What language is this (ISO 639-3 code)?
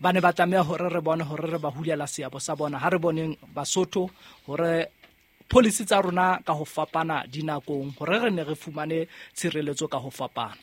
sot